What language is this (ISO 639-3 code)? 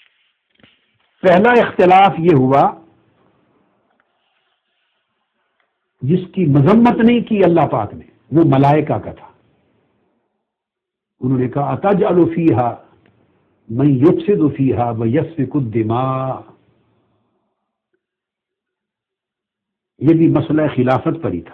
urd